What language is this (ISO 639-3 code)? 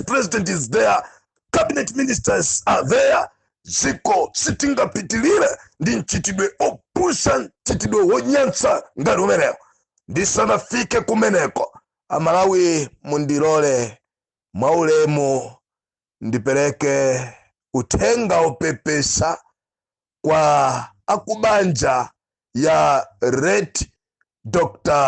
nya